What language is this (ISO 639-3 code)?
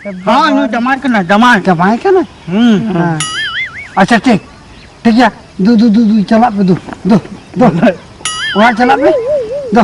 sat